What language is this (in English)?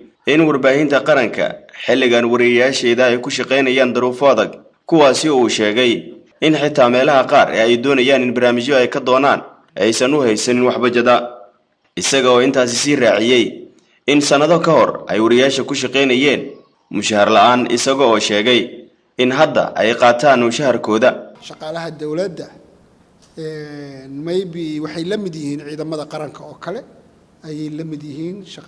Somali